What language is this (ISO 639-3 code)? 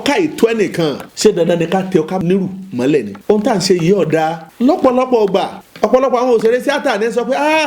yor